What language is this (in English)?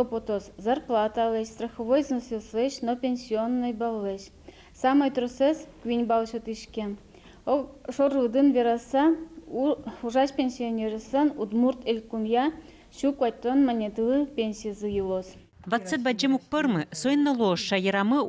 Udmurt